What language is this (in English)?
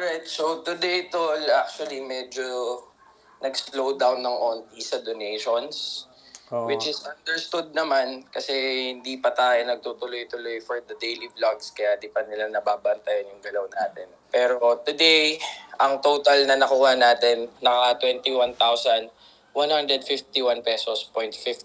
Filipino